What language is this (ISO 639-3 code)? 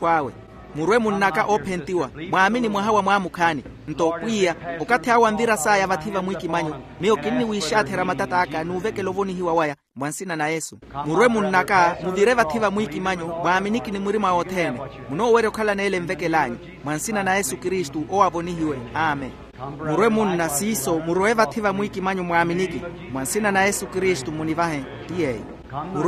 vmw